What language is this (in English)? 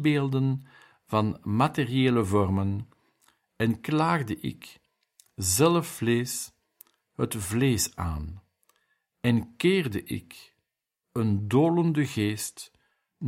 Dutch